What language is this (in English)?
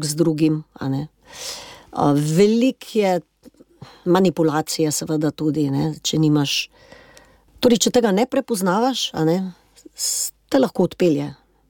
Slovenian